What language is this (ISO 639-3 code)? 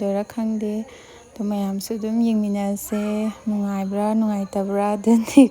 mni